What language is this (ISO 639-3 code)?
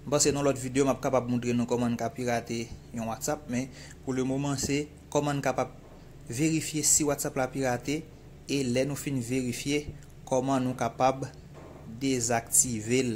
hat